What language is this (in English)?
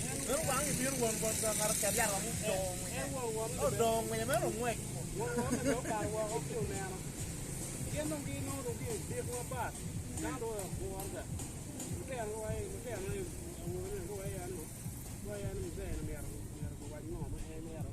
Acoli